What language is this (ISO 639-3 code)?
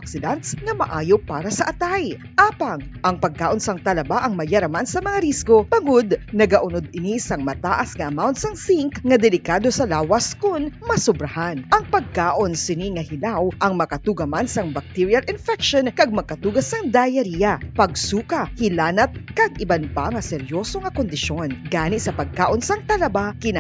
hil